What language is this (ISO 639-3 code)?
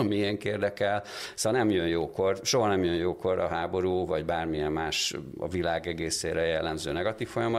hun